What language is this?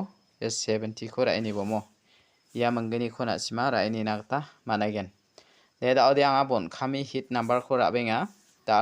Garo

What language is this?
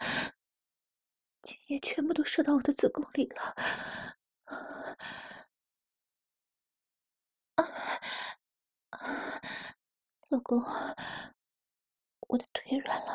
Chinese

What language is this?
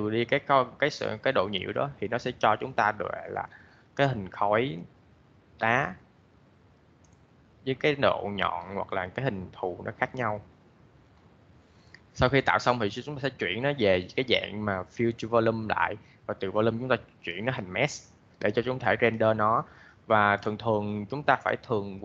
Vietnamese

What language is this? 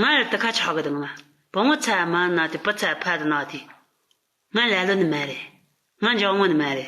Tibetan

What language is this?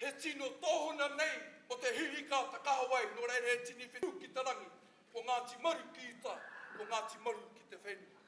Māori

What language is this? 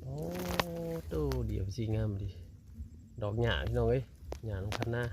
Northeastern Thai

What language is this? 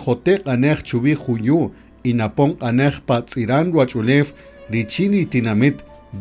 Kaqchikel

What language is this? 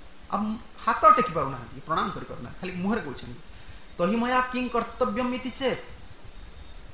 Odia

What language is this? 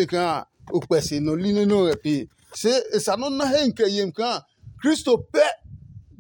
Adangme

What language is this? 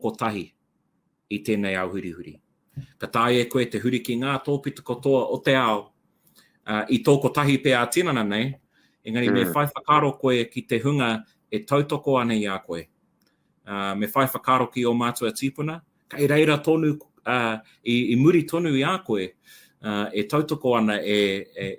Māori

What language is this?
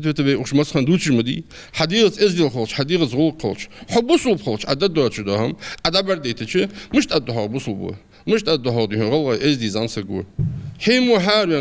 Ingush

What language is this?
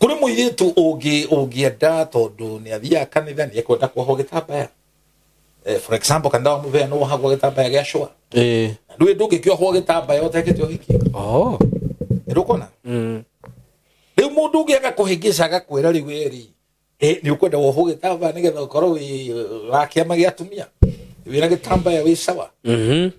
Kikuyu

